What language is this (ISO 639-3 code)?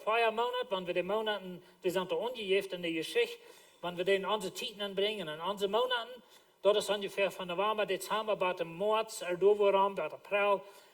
pdt